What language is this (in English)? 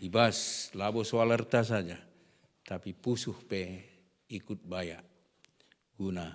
Batak Karo